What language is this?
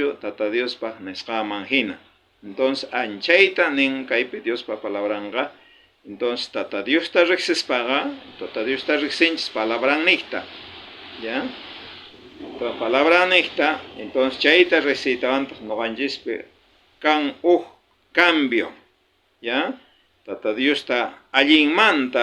South Bolivian Quechua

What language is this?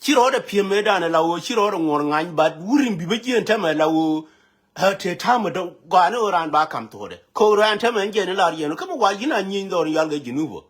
Nuer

